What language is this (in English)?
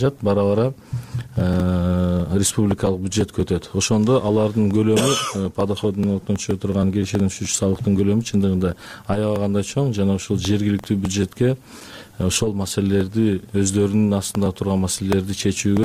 Kyrgyz